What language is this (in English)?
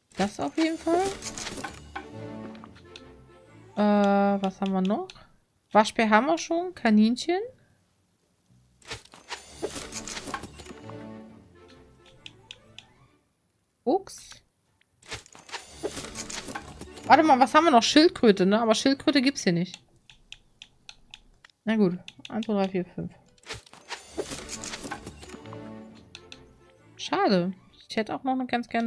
German